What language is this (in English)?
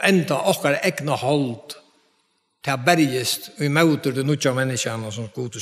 Faroese